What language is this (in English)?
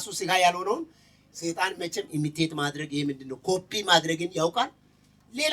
Amharic